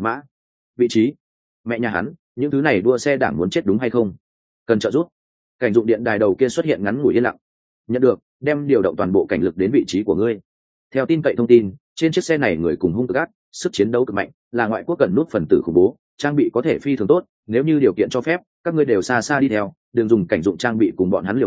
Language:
Vietnamese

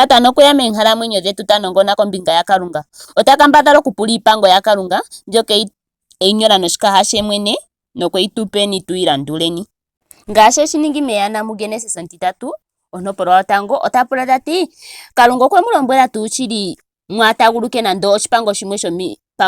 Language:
Ndonga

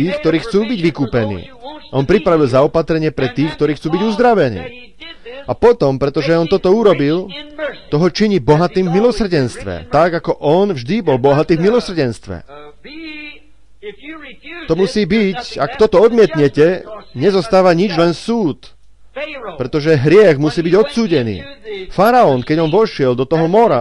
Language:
Slovak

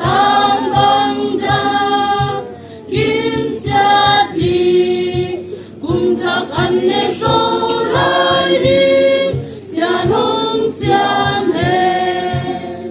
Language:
Tedim Chin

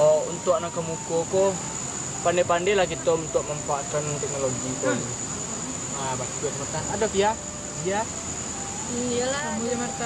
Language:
Minangkabau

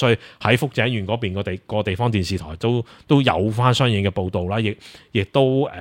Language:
Cantonese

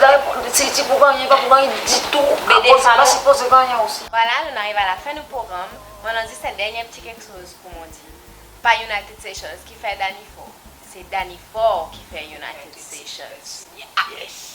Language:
Seselwa Creole French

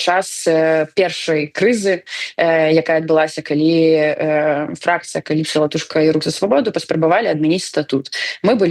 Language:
Belarusian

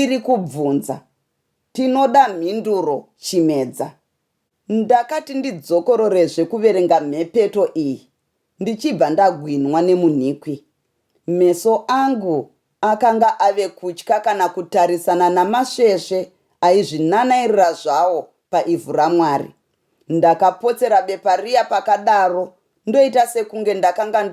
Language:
Shona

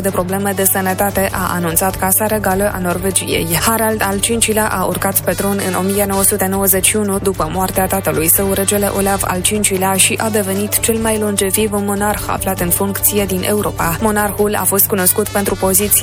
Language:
Romanian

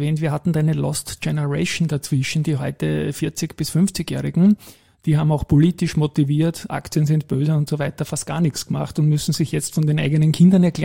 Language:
German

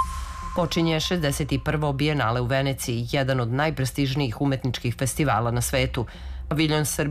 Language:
Serbian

